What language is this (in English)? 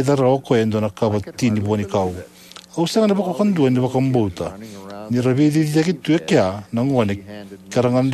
Fijian